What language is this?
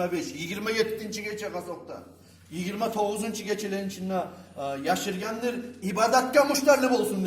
Kumyk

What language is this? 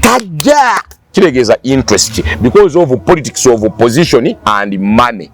Ganda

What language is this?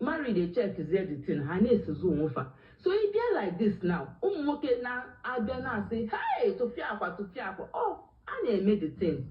Igbo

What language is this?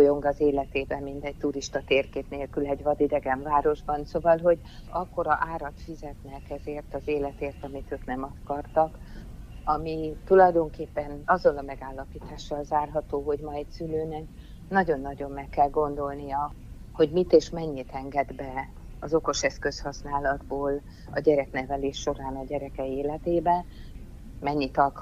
Hungarian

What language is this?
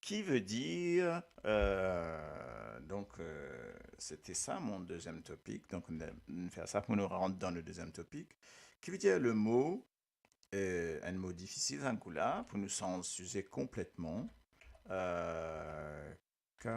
Morisyen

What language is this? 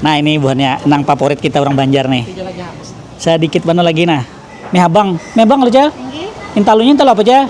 Banjar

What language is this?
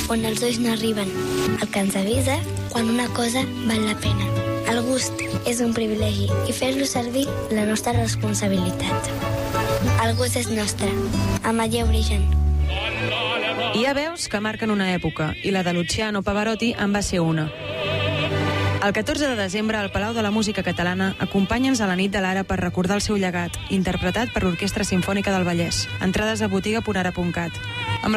Catalan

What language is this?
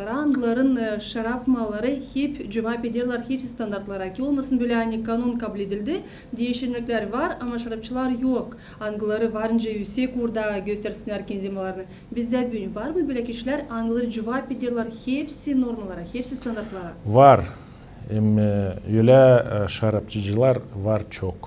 Gagauz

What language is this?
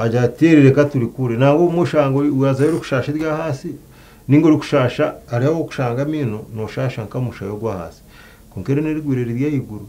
Nyankole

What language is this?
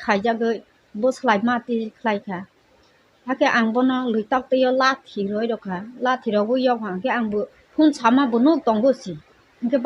Kok Borok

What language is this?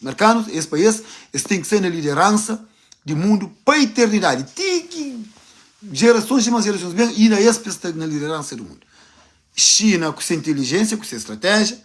Kabuverdianu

